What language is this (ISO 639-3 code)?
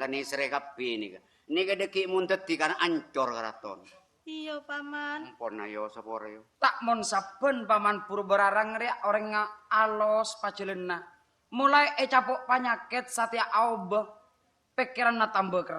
mad